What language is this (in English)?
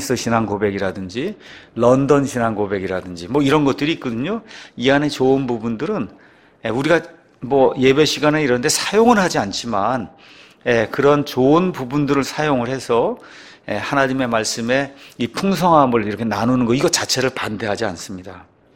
Korean